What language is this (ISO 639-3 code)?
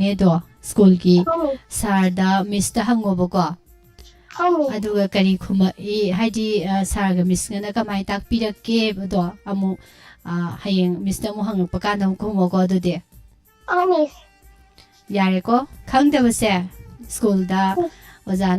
mni